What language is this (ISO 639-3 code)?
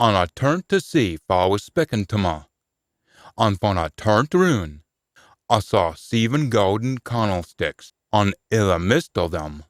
sco